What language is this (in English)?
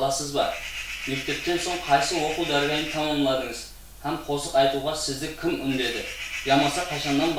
Kara-Kalpak